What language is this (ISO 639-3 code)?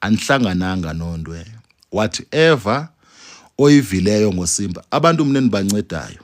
zul